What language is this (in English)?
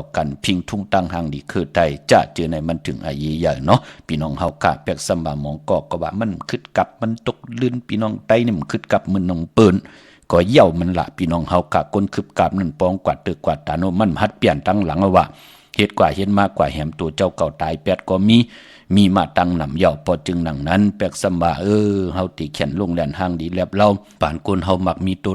Shan